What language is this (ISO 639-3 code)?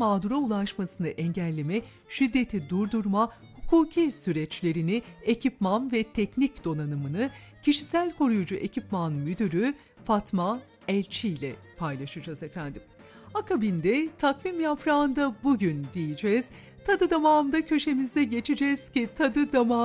tur